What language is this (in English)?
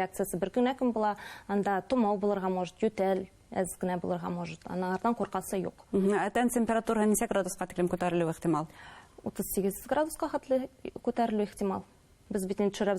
Bashkir